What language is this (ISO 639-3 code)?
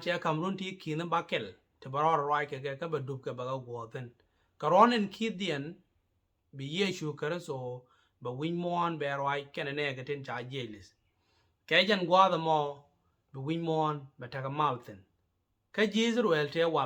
nus